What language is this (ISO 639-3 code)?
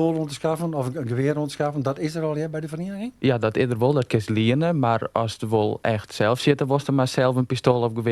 fry